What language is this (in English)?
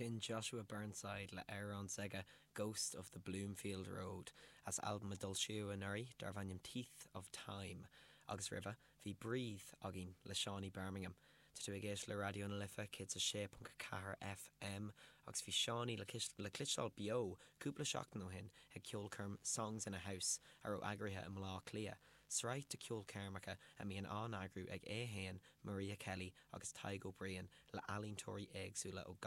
Irish